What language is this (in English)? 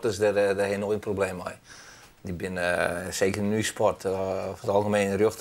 Western Frisian